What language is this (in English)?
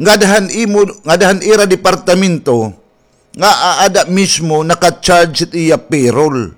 Waray